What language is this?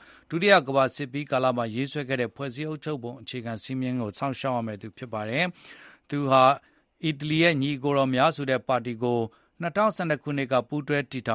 Burmese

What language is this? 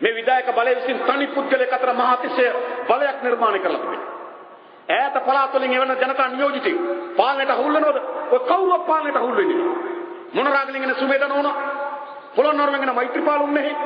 Sinhala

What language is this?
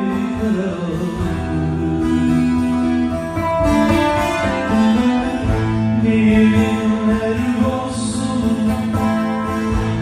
Turkish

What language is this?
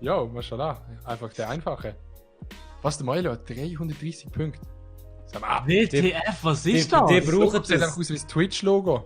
Swiss German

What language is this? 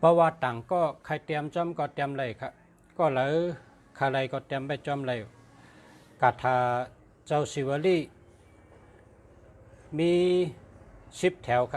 Shan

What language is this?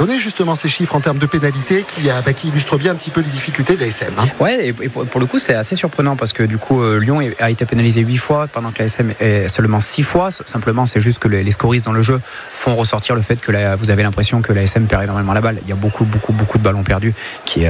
French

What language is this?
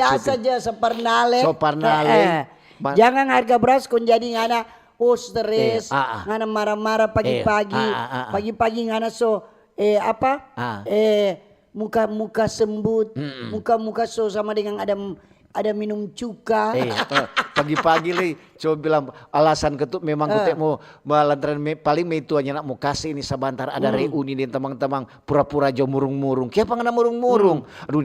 Manado Malay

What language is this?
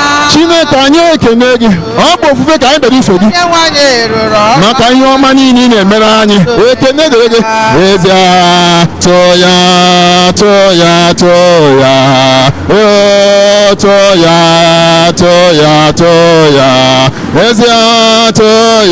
Igbo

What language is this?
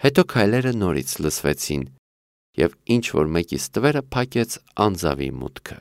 Armenian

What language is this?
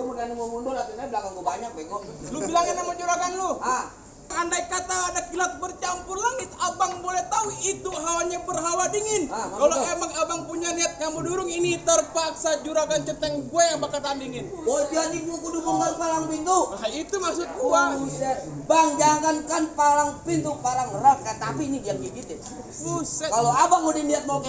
Betawi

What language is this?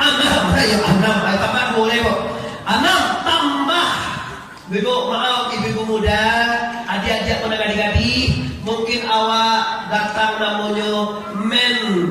Minangkabau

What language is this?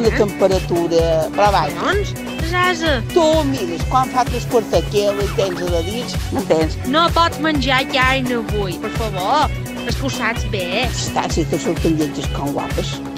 Catalan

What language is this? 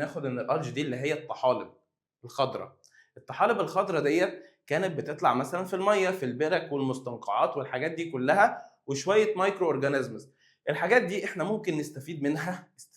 Egyptian Arabic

